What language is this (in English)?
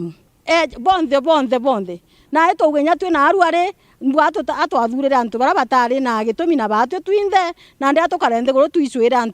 Meru